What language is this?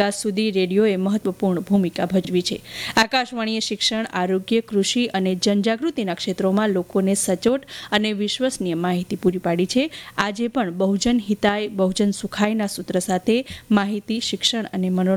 Gujarati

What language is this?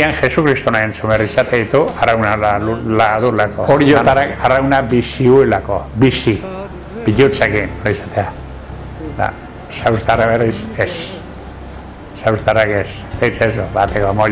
Basque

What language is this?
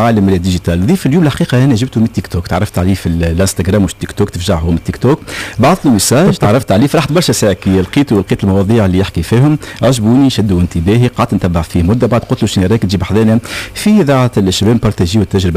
Tunisian Arabic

